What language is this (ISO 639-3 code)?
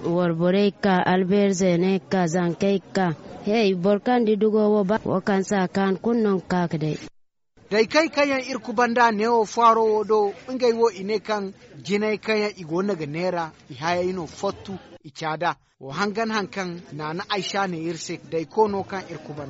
dje